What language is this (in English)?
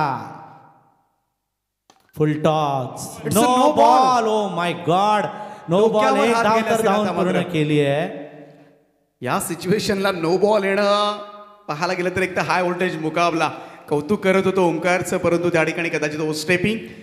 Marathi